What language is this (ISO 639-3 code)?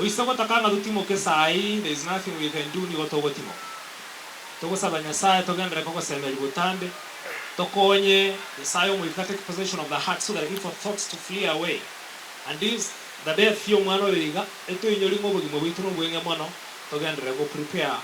guz